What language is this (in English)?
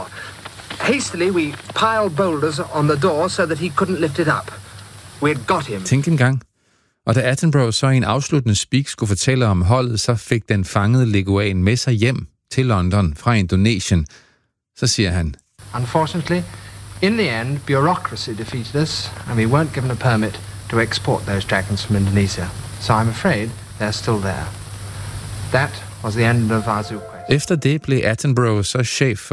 Danish